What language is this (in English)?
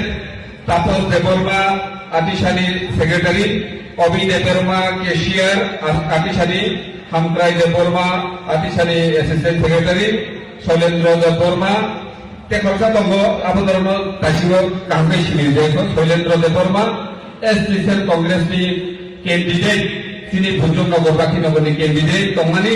Kok Borok